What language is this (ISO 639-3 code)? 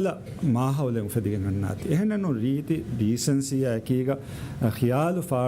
div